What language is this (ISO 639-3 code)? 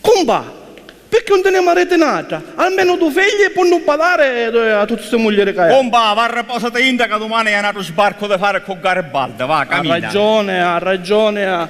scn